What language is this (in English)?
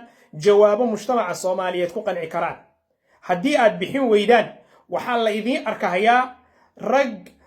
Somali